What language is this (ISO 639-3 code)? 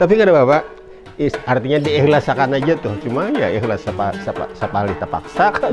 bjn